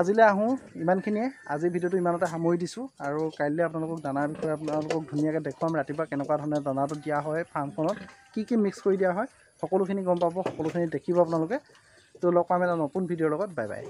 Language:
Assamese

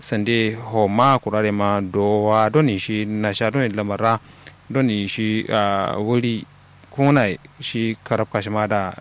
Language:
Kanuri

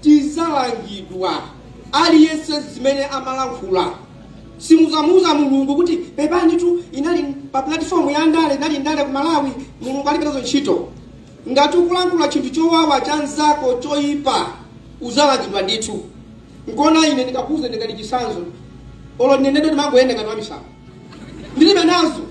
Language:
Nyanja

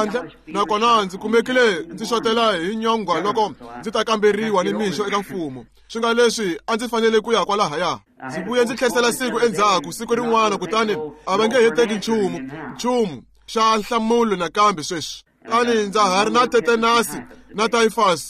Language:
Tsonga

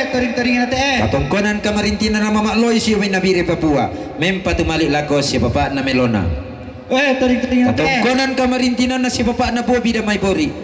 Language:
Toraja-Sa'dan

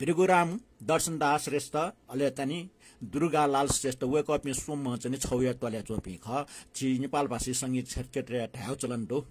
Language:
Newari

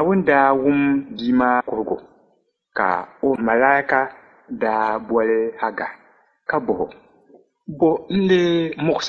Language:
Dagbani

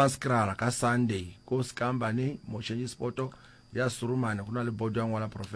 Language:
Northern Sotho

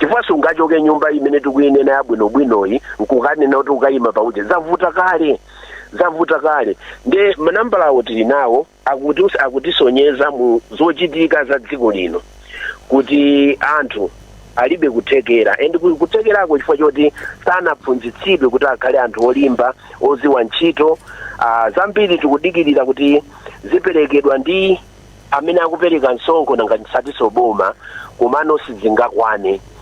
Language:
Nyanja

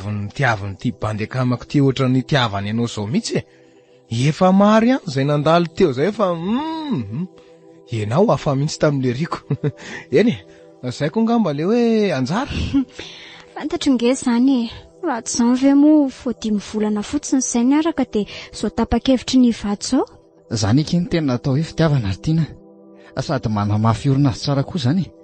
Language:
Malagasy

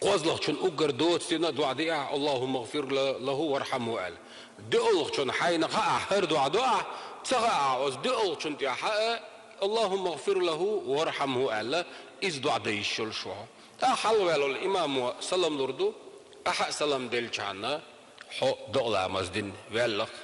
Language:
Chechen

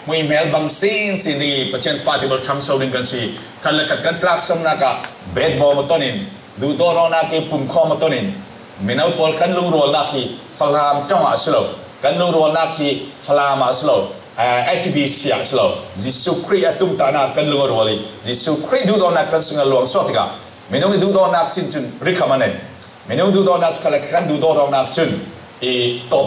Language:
Falam Chin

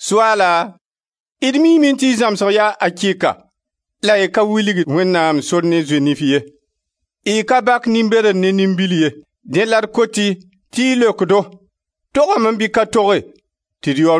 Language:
Mossi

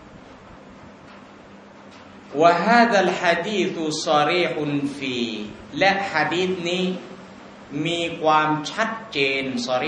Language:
Thai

